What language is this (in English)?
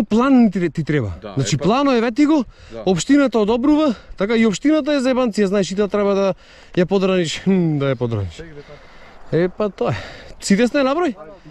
Macedonian